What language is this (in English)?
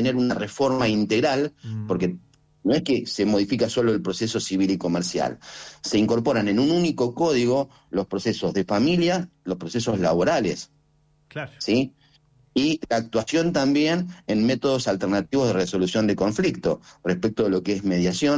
Spanish